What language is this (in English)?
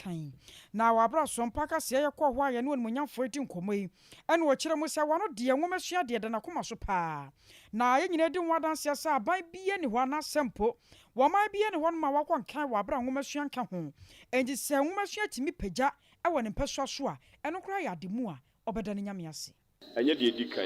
Akan